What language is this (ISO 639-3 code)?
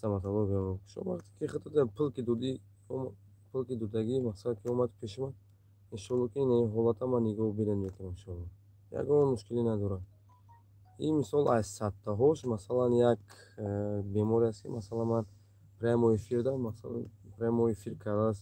tgk